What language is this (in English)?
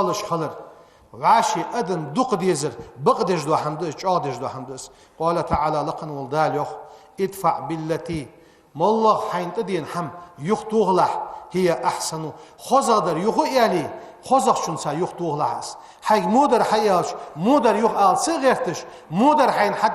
Ingush